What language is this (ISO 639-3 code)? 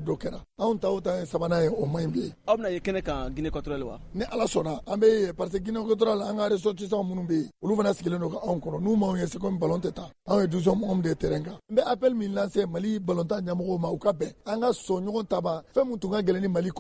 bam